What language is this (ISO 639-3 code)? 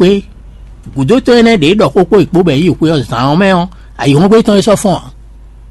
fon